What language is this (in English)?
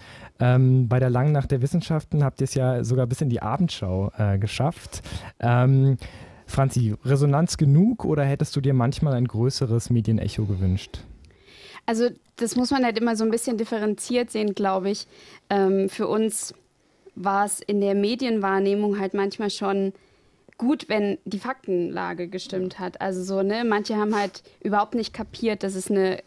German